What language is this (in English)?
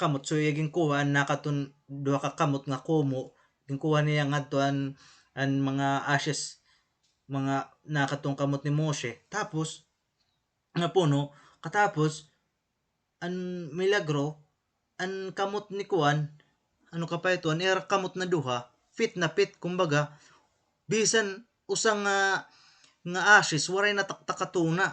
Waray